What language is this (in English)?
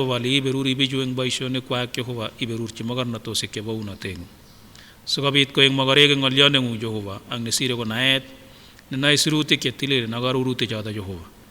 Kipsigis